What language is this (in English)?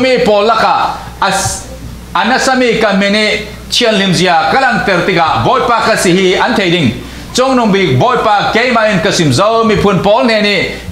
Falam Chin